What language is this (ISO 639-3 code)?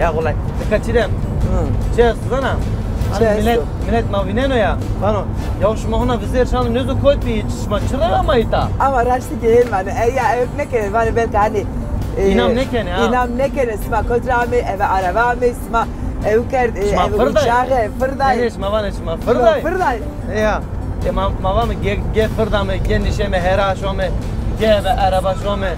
zza